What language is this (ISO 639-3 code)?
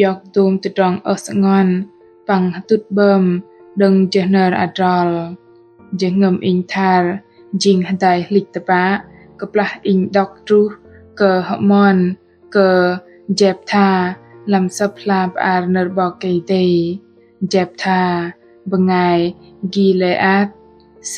bdq